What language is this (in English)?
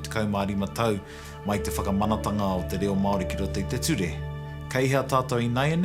Māori